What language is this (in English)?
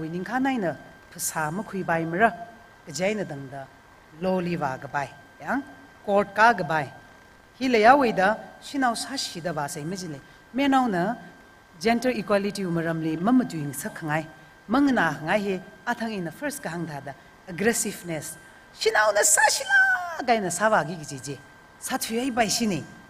Tangkhul Naga (India)